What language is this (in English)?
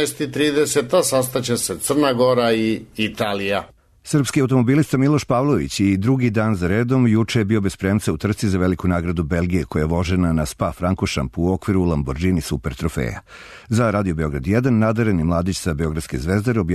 Serbian